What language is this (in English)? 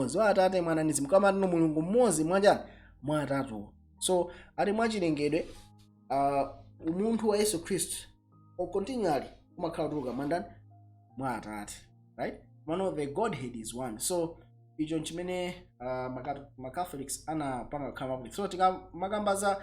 Nyanja